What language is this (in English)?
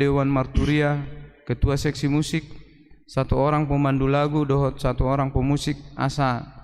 Batak Toba